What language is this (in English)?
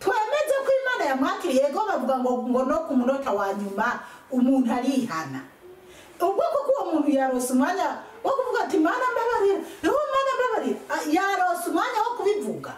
Rundi